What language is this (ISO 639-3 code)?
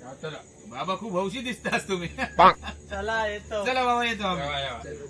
kok